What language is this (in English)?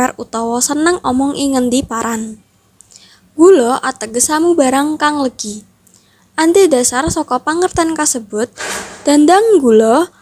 Javanese